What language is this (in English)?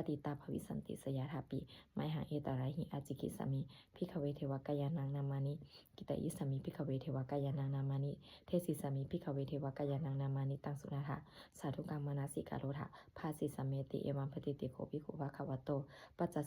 Pali